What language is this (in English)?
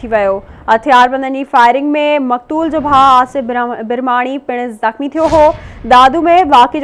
Sindhi